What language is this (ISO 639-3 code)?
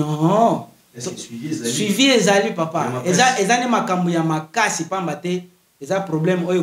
lin